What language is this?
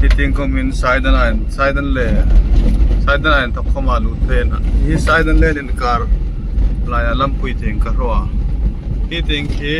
Hmar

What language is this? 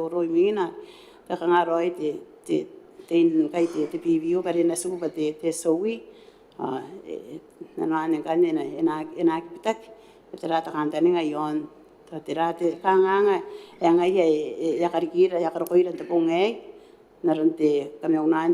Gilbertese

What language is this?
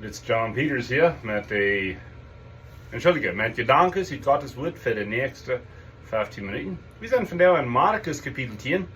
Plautdietsch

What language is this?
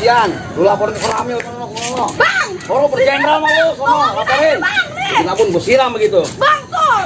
Betawi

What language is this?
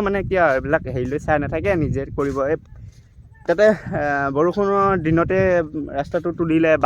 Assamese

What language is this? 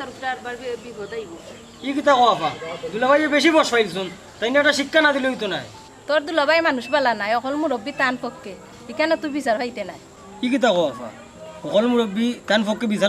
Sylheti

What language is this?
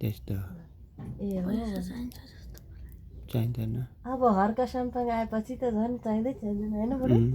Nepali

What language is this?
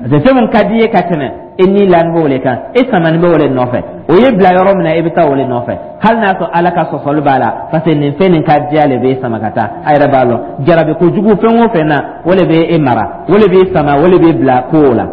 Dyula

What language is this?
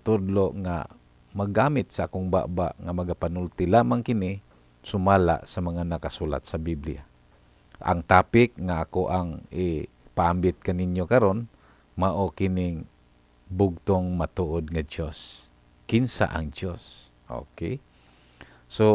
Cebuano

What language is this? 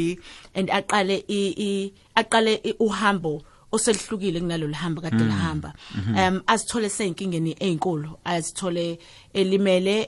South Ndebele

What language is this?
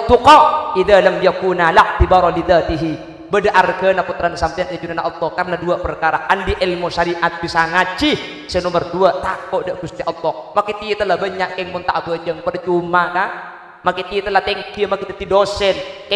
Madurese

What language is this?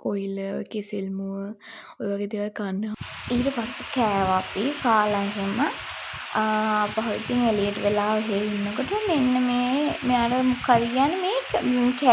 Sinhala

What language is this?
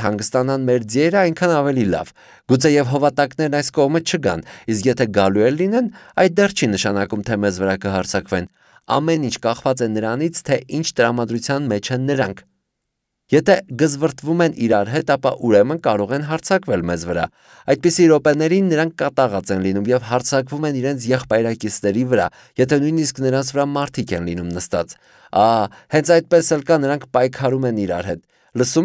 Armenian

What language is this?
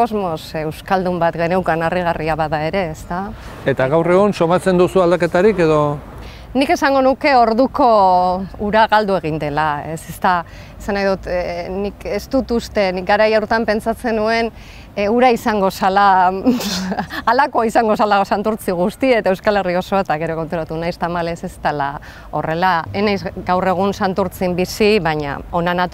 Basque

